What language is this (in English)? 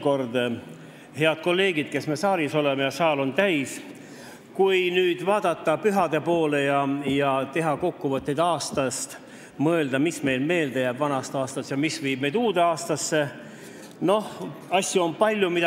Estonian